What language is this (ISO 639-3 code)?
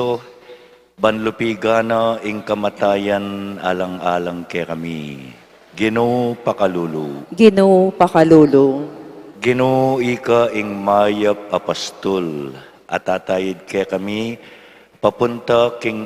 pam